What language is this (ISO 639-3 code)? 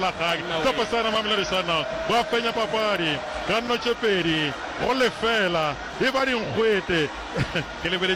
nso